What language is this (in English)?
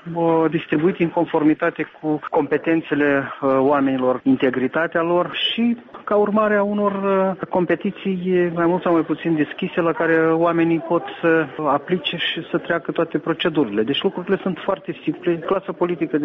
Romanian